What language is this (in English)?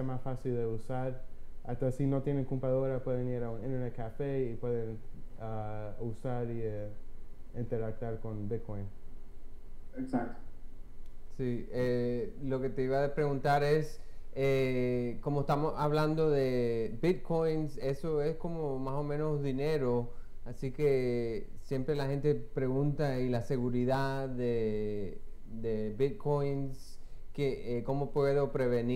Spanish